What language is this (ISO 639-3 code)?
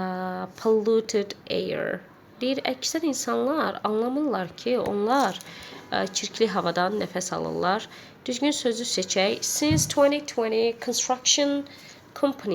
aze